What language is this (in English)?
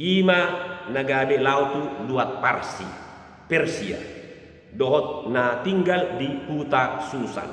Batak Toba